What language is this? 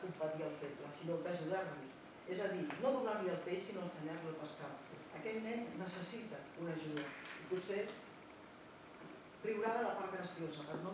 Catalan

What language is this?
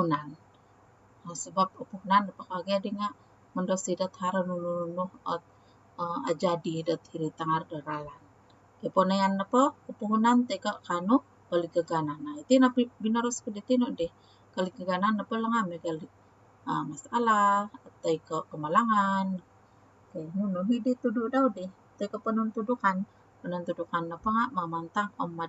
Central Dusun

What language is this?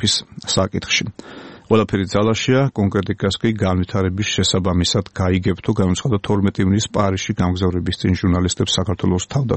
Georgian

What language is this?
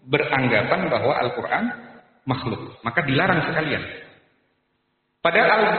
Indonesian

